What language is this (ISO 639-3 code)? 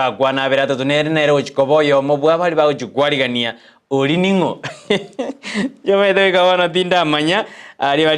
guz